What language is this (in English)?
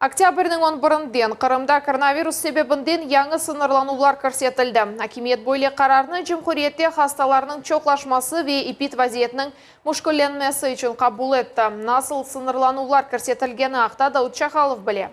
Crimean Tatar